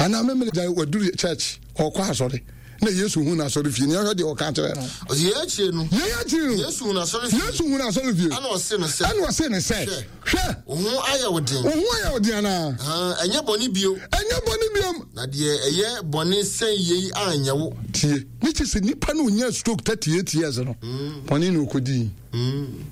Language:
Akan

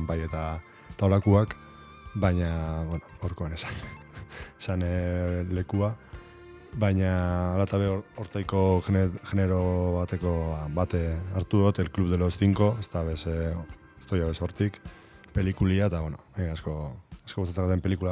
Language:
Basque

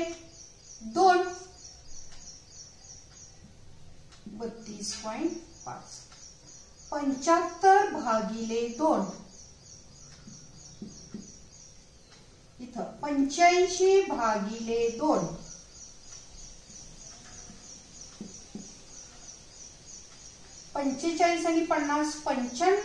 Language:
Marathi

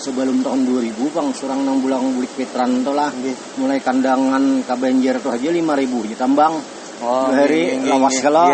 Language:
Banjar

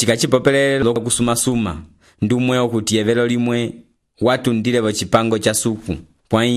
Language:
Umbundu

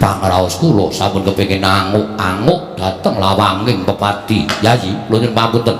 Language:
Javanese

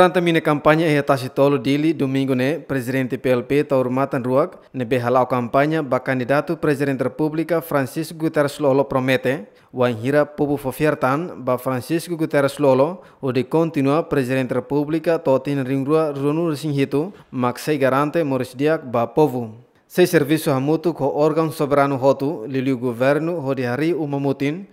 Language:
Tetum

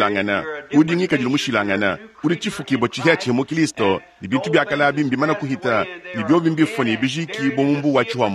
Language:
Luba-Lulua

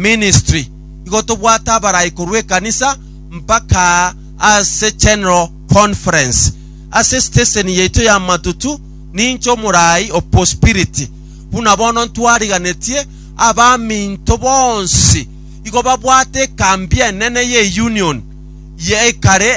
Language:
Gusii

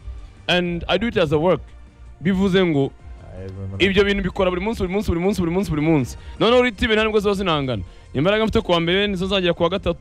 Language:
Kinyarwanda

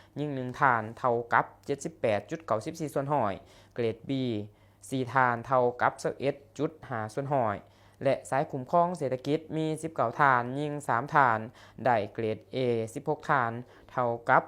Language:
Lao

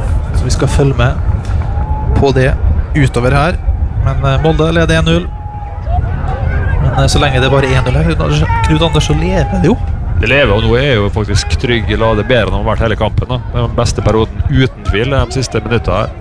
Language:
Norwegian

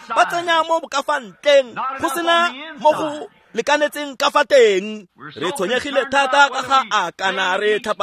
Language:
Tswana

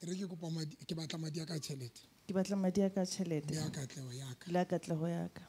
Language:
Southern Sotho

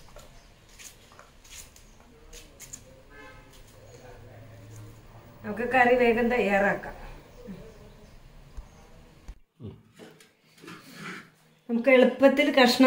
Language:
Malayalam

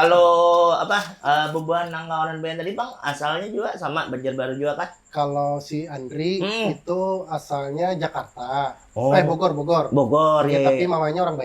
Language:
Banjar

